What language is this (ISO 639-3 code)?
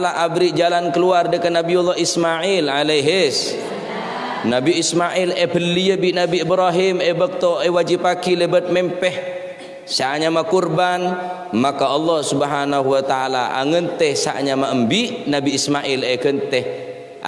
mad